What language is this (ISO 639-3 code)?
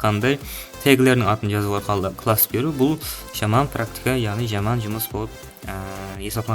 kaa